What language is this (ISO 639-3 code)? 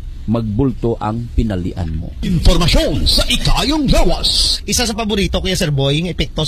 hil